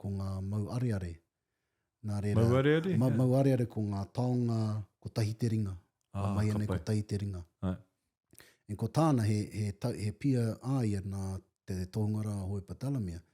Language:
Māori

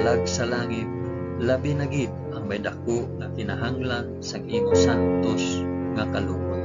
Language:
Hiligaynon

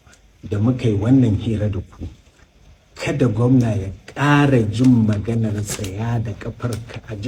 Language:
Hausa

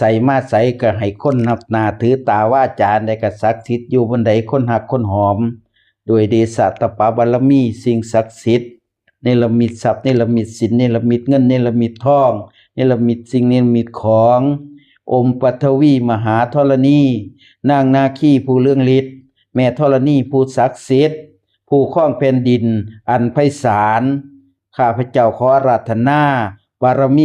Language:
Northeastern Thai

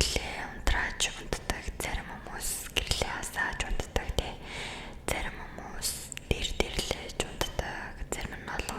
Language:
Mongolian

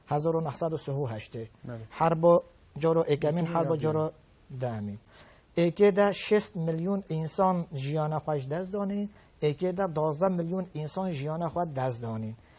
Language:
Kurdish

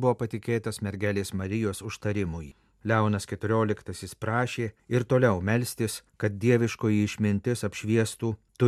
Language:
Lithuanian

